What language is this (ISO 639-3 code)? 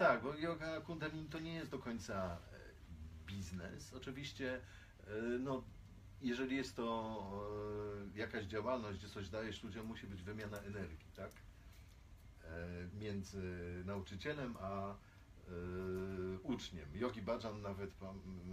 pol